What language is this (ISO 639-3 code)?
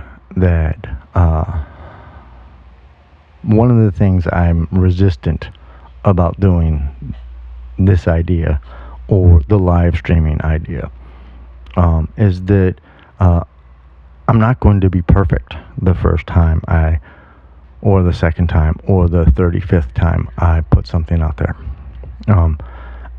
eng